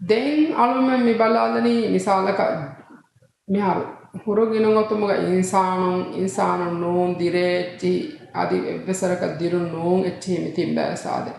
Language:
Divehi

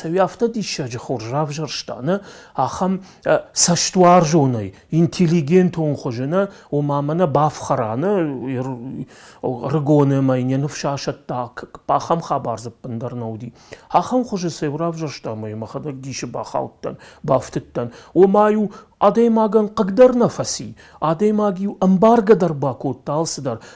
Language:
Ossetic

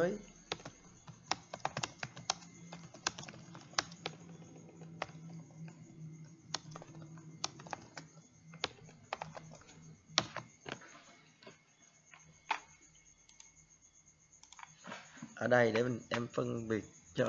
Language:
Vietnamese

